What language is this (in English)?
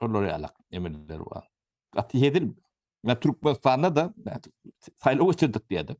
Turkmen